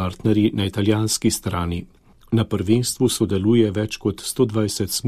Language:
Slovenian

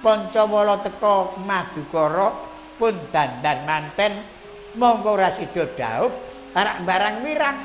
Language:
Javanese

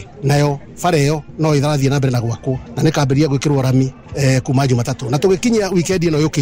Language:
Kikuyu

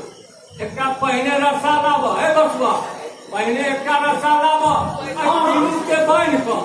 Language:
Maithili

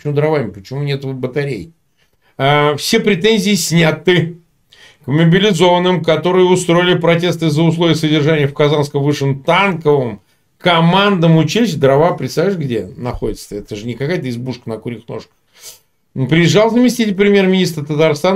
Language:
Russian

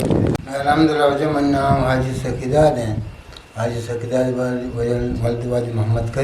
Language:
Eastern Balochi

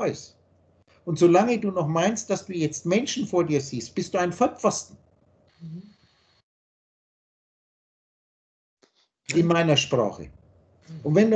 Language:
German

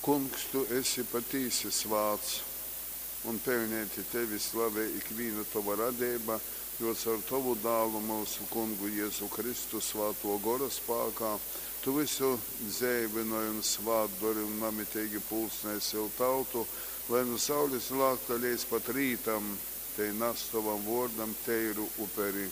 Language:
Latgalian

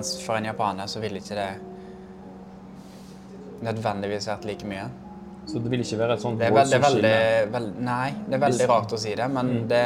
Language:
Norwegian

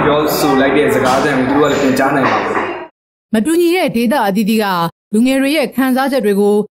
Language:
Burmese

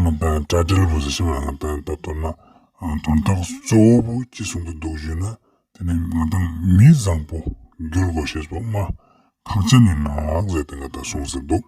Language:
Ladakhi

